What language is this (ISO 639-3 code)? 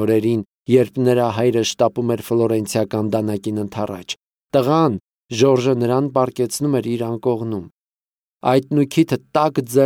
hye